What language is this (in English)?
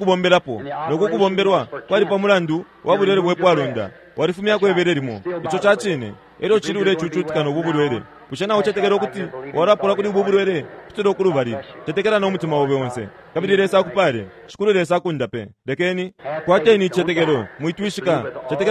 Bemba